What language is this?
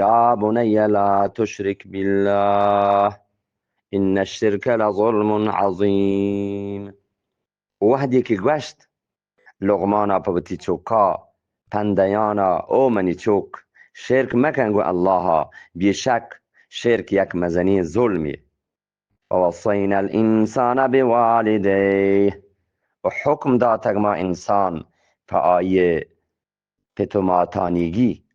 Eastern Balochi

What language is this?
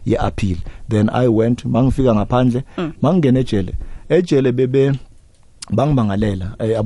South Ndebele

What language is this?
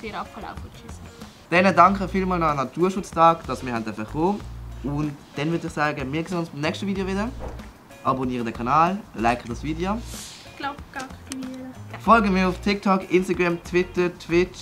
Swiss German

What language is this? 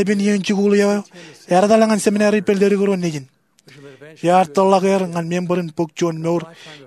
Marshallese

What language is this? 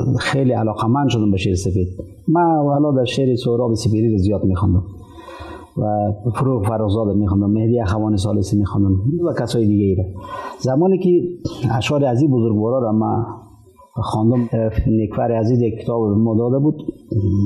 Persian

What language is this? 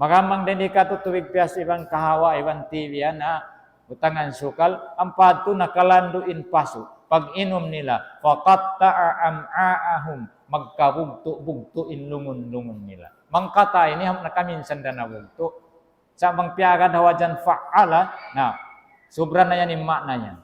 Tausug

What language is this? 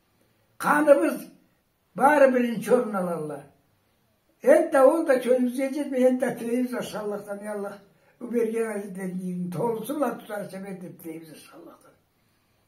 Karachay-Balkar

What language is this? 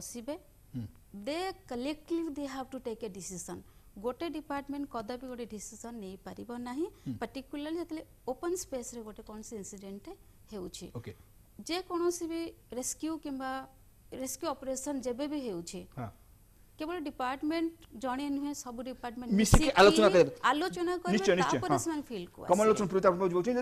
Odia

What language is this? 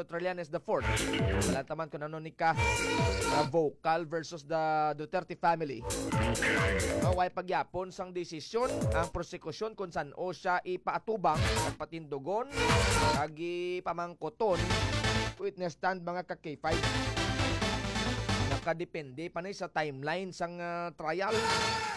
Hiligaynon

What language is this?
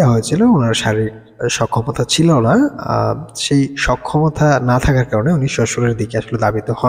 Bangla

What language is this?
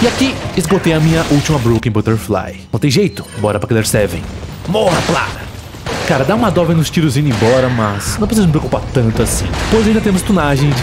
Portuguese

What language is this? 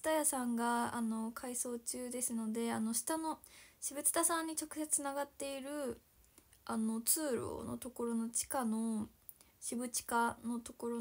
Japanese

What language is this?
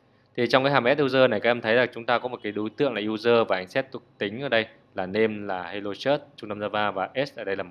Vietnamese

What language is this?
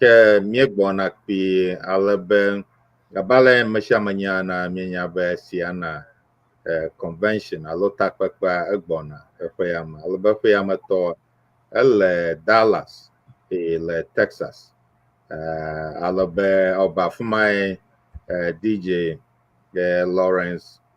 Ewe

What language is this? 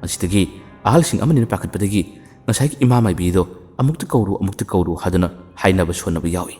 Manipuri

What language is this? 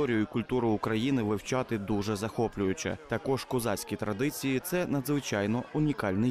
Ukrainian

